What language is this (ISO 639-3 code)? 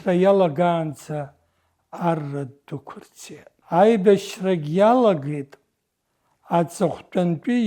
abk